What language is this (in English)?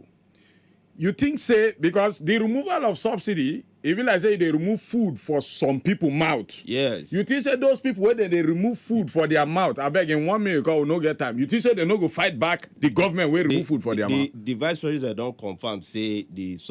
Nigerian Pidgin